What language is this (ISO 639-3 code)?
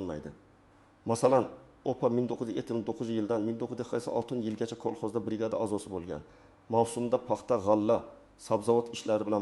uzb